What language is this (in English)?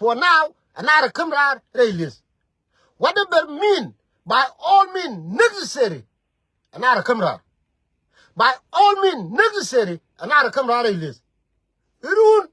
Nuer